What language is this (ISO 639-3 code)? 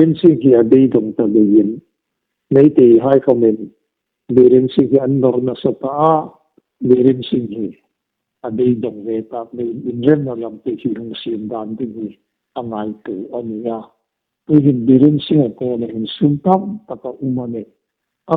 hmr